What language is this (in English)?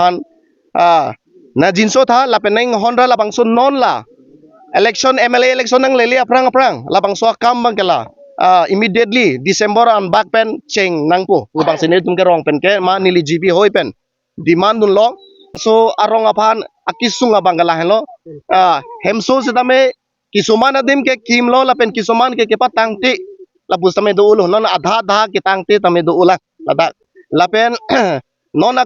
Karbi